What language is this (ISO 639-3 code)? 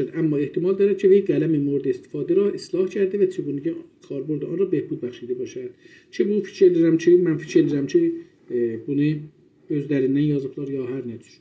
azb